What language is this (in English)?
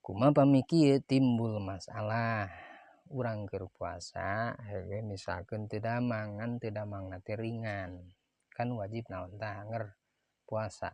Sundanese